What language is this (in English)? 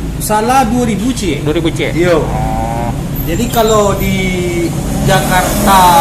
Minangkabau